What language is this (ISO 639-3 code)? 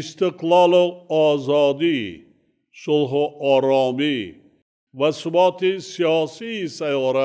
tgk